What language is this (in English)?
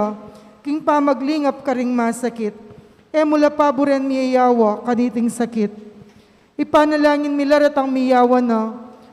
Pampanga